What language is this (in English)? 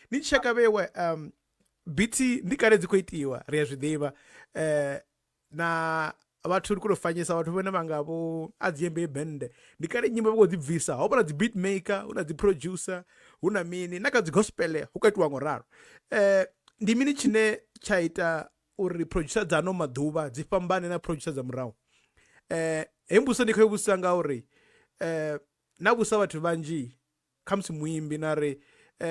Venda